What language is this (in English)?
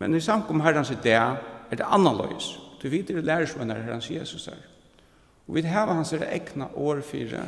Faroese